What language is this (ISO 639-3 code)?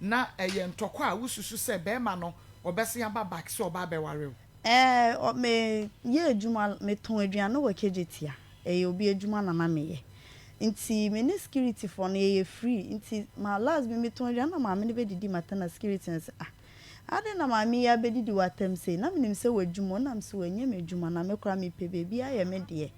aka